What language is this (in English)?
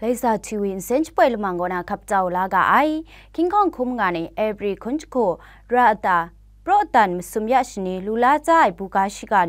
Kachin